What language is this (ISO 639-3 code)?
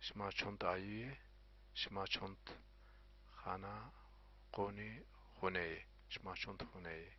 zza